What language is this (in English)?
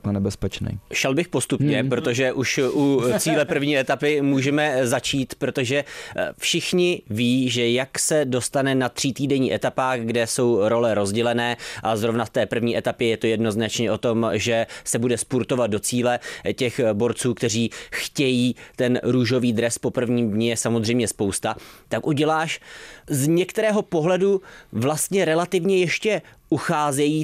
Czech